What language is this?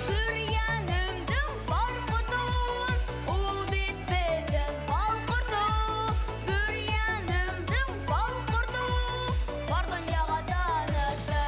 Bashkir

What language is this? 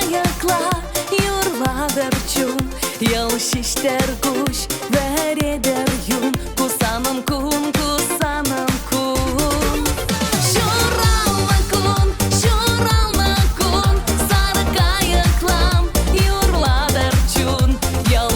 Chuvash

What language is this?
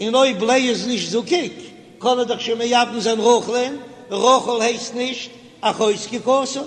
Yiddish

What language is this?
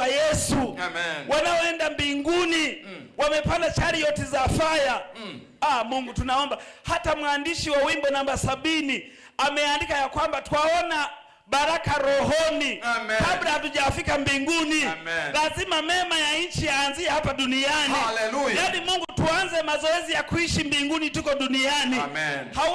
Swahili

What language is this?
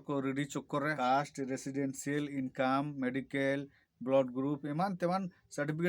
Santali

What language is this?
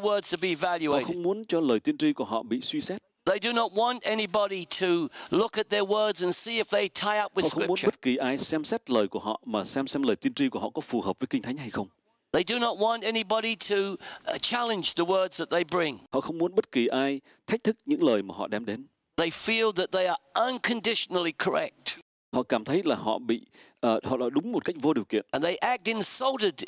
Vietnamese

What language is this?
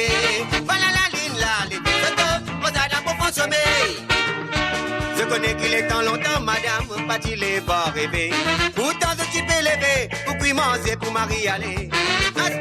Morisyen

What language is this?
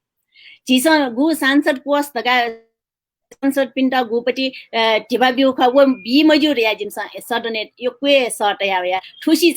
Newari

